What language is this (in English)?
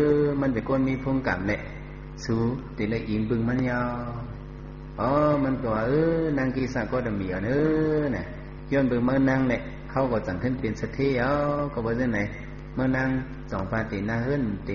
Shan